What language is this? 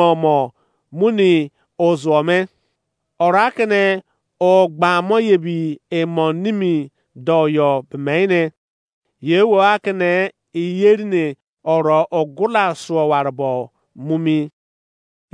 Izon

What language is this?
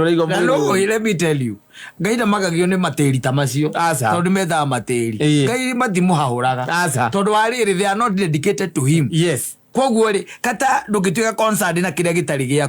Kikuyu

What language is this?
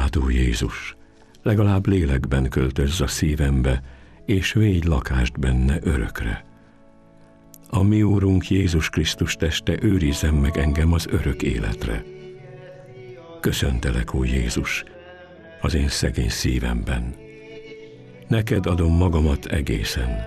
Hungarian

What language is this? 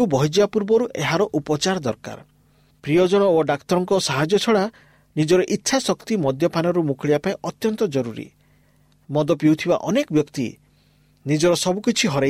Odia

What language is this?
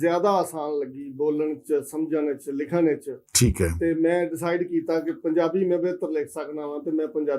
Western Panjabi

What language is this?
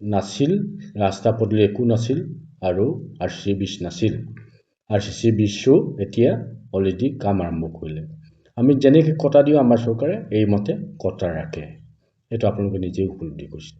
Assamese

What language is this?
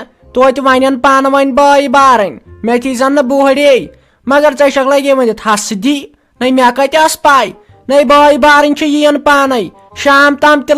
Kashmiri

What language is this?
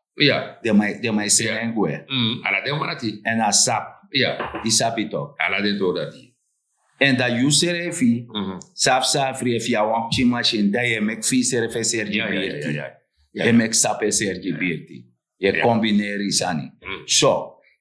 Sranan Tongo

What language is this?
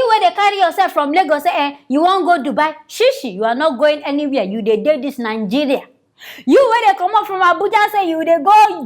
Nigerian Pidgin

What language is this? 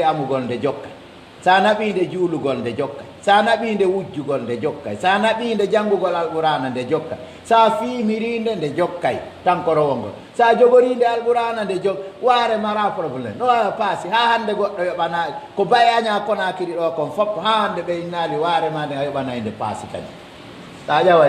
Pular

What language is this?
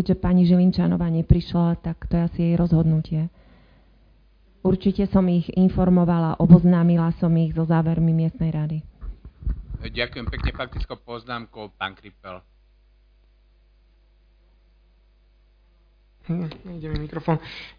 Slovak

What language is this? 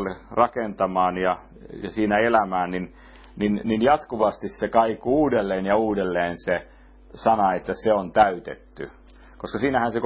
Finnish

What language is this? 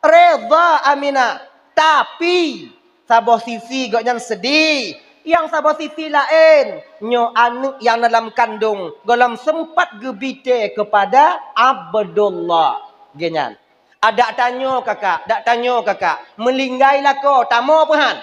Achinese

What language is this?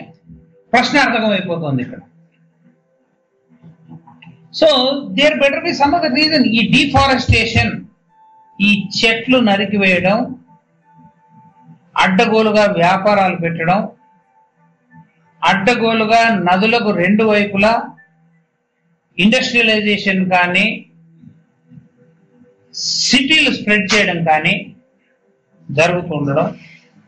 Telugu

